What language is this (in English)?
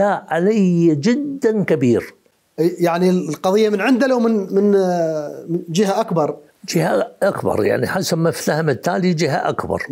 Mesopotamian Arabic